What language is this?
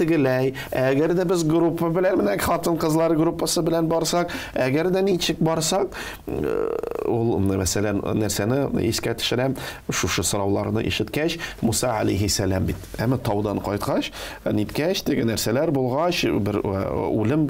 Tatar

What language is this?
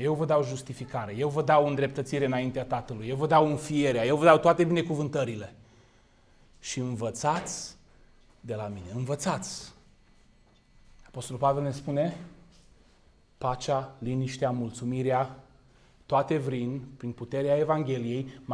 Romanian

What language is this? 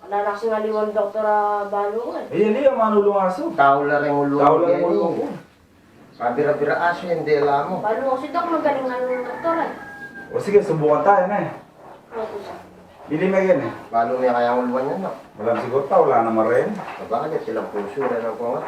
Pampanga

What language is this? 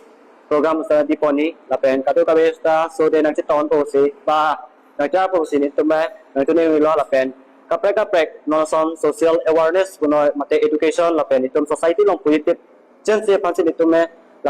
Karbi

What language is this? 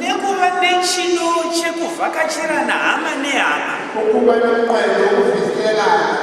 Shona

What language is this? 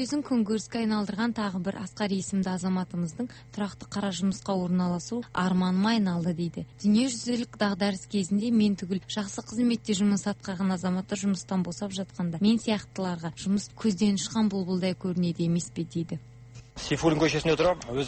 Kazakh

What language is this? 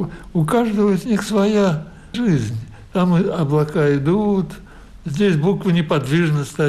Russian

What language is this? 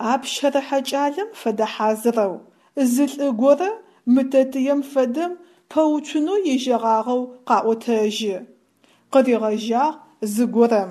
Adyghe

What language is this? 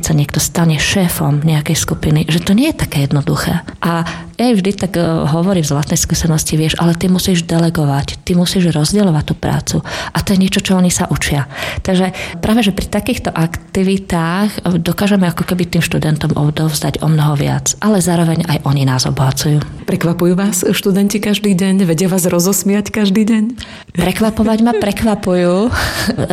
Slovak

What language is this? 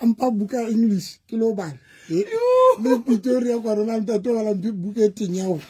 Southern Sotho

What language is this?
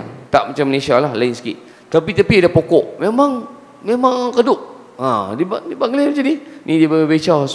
Malay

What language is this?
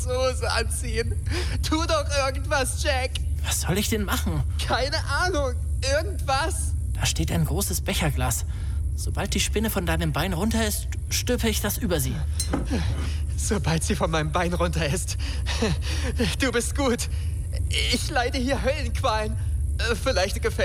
German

